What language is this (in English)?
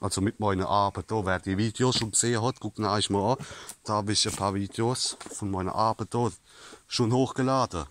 Palatine German